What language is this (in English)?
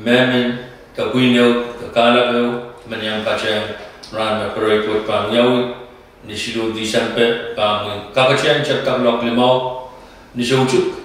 Pohnpeian